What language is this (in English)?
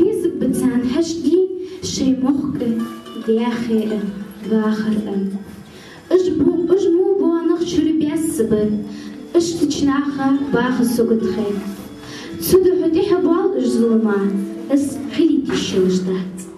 Ingush